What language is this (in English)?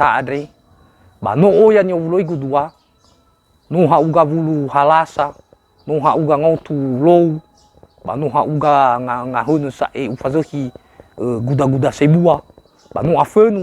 Nias